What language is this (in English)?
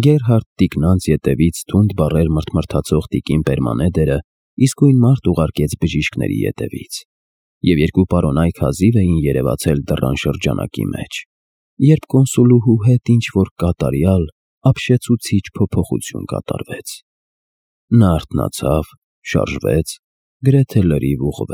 Armenian